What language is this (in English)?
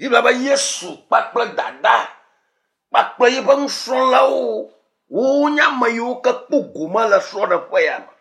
Ewe